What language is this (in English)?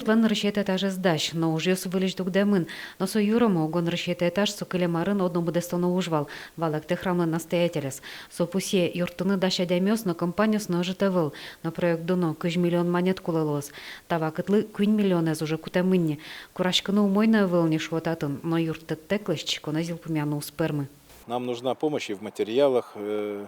Udmurt